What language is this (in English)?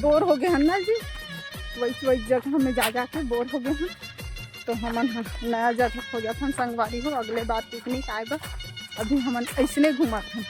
Chhattisgarhi